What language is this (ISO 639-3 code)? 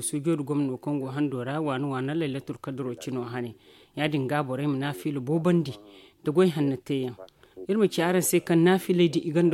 dje